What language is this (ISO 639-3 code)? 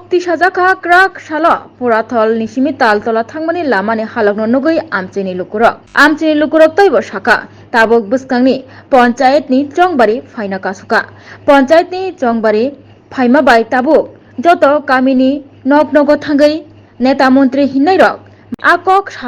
trp